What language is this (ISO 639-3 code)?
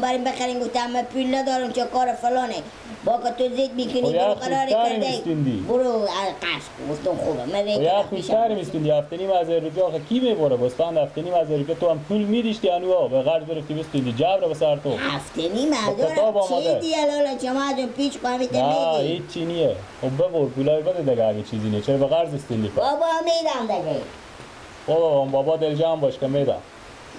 fas